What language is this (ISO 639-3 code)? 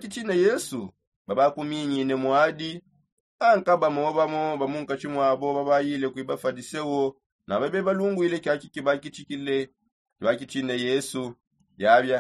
sop